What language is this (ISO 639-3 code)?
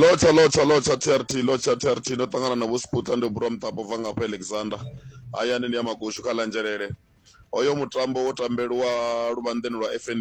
ven